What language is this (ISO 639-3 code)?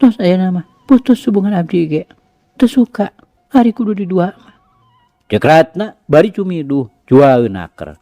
sun